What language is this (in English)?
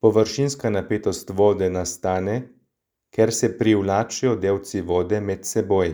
Slovenian